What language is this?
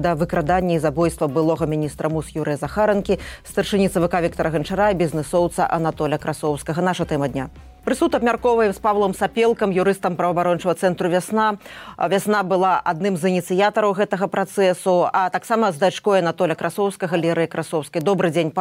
Belarusian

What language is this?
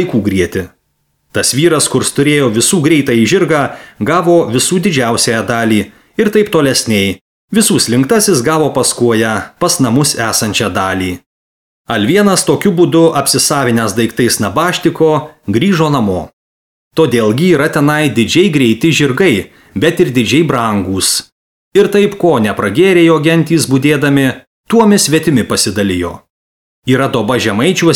Lithuanian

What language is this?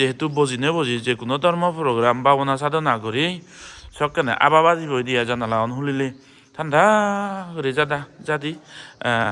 Chakma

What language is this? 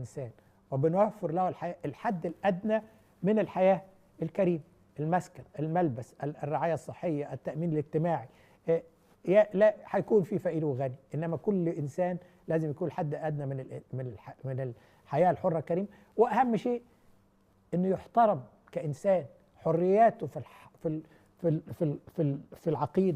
Egyptian Arabic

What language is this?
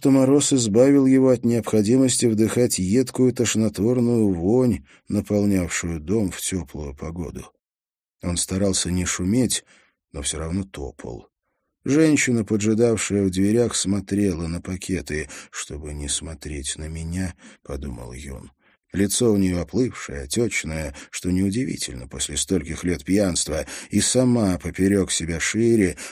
Russian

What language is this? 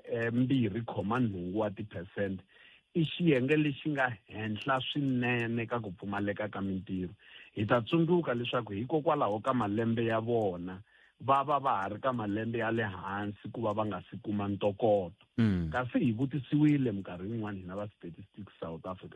Tsonga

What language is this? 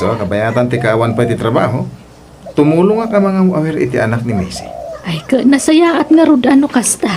Iloko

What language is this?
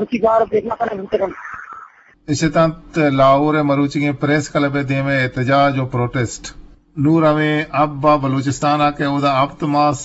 Eastern Balochi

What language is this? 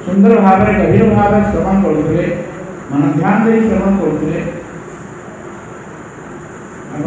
Odia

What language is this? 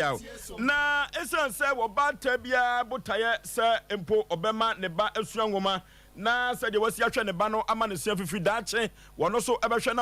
Akan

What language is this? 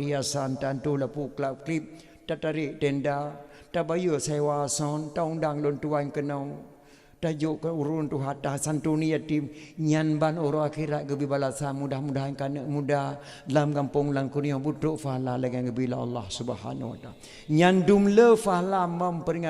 Achinese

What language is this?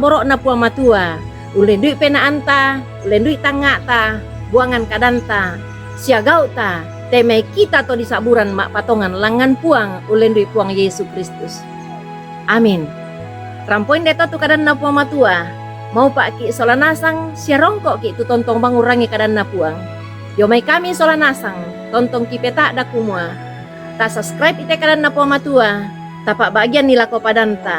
Toraja-Sa'dan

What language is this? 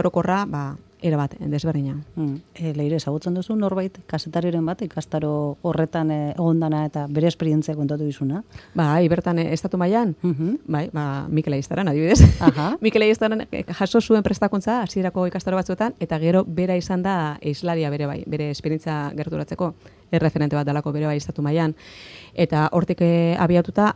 Basque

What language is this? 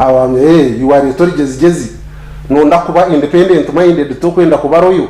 Nyankole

